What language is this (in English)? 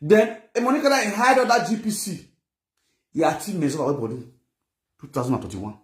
Nigerian Pidgin